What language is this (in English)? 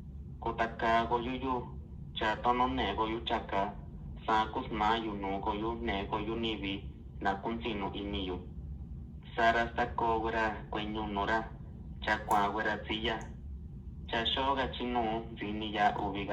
Mixtepec Mixtec